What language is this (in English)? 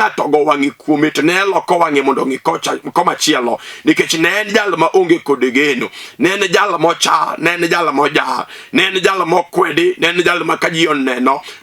Luo (Kenya and Tanzania)